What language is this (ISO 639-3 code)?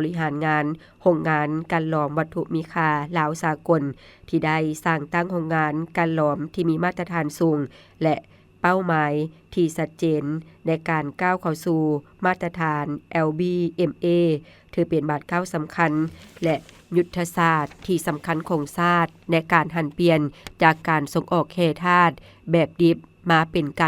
lao